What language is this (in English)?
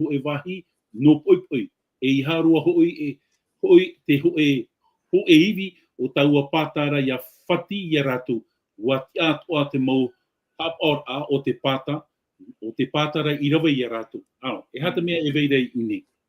Tahitian